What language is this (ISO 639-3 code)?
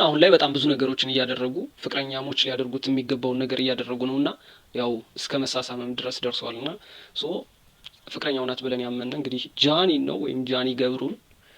amh